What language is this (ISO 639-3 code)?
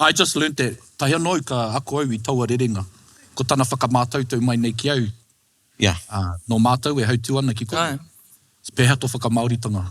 mri